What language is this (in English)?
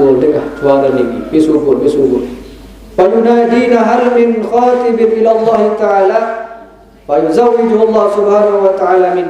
Sasak